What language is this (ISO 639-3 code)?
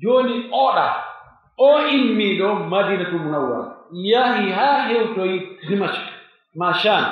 fuf